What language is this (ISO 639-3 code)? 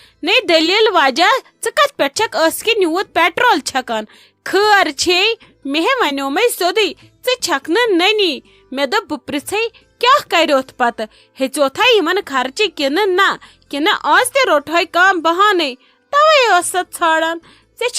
kas